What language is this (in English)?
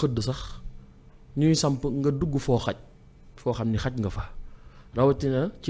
Wolof